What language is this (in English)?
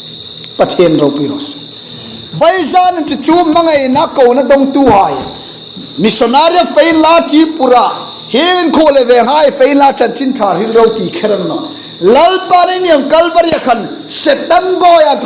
Hmar